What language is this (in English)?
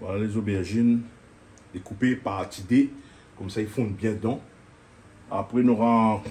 Réunion Creole French